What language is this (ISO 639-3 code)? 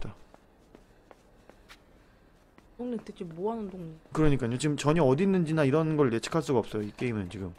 kor